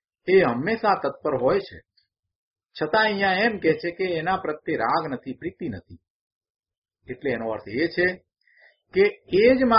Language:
Gujarati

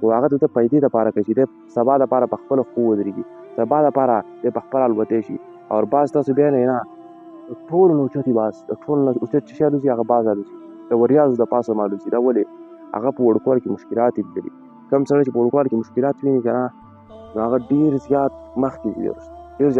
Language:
Pashto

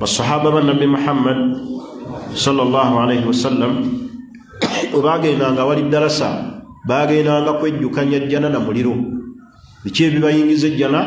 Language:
Ganda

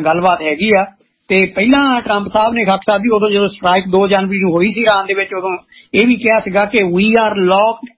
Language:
Punjabi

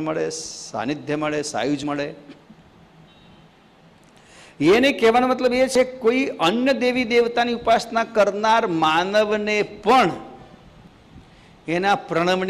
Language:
Gujarati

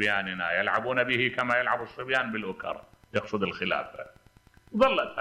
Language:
Mesopotamian Arabic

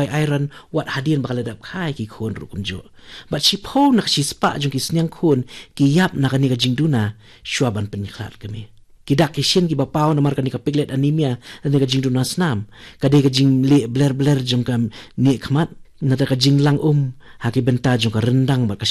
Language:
Khasi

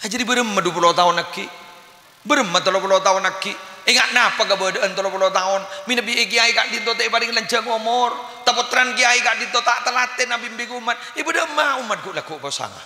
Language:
Madurese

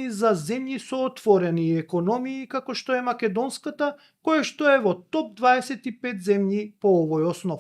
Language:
Macedonian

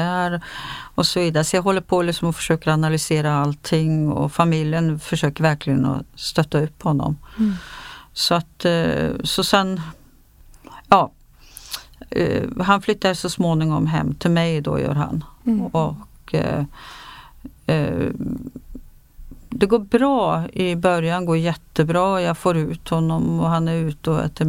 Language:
Swedish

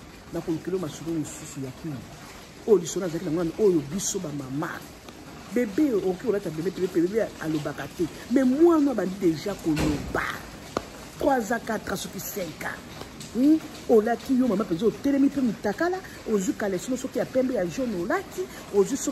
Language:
Lingala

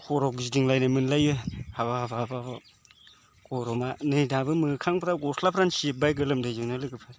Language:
Bodo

